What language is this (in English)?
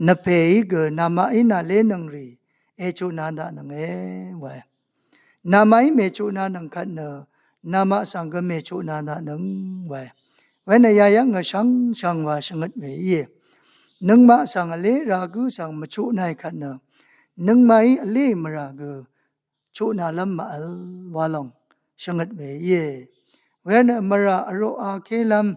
Rawang